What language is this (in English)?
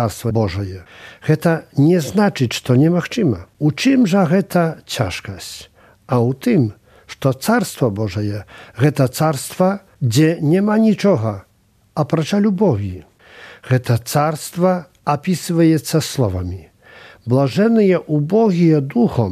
Belarusian